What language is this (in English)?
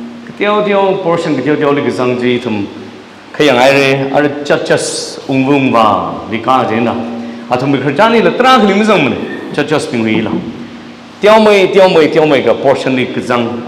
Tangkhul Naga (India)